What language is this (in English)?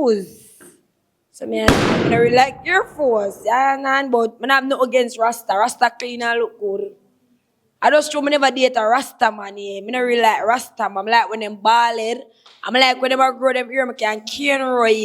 Jamaican Creole English